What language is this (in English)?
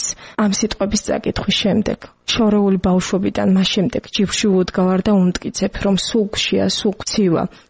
Georgian